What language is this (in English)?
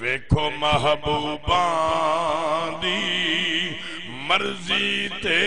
Saraiki